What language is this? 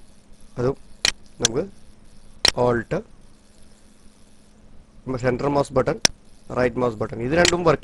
Malayalam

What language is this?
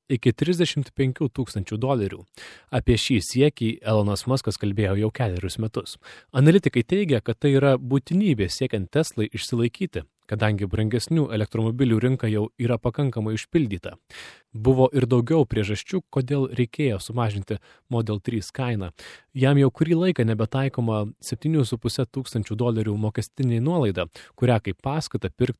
Lithuanian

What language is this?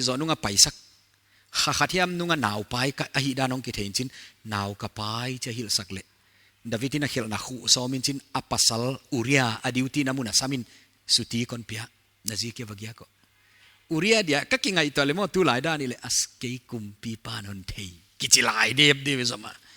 Paite Chin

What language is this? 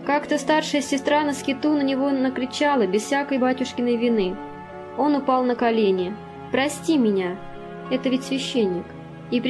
Russian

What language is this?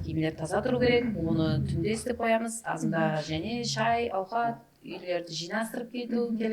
Kara-Kalpak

